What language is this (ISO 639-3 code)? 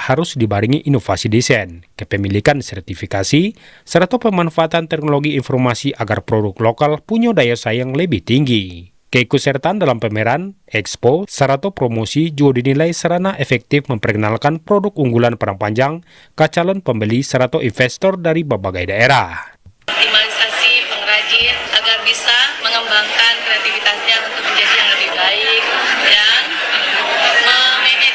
min